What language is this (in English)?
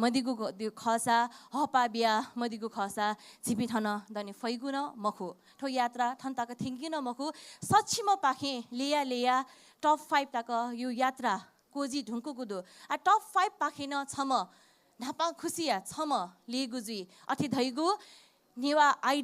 Newari